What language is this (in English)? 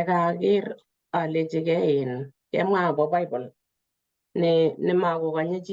Kalenjin